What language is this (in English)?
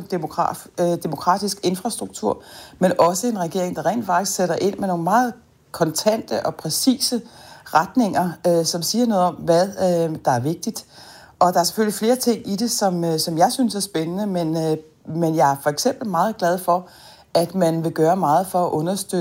Danish